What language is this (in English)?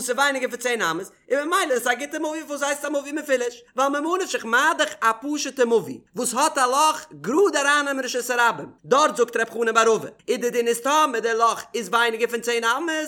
Yiddish